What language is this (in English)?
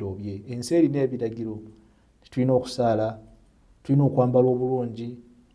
Ganda